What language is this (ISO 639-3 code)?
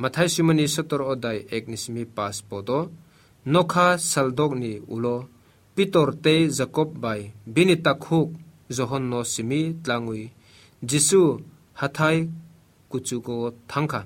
trp